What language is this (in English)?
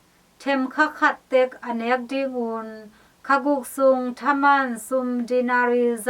Tedim Chin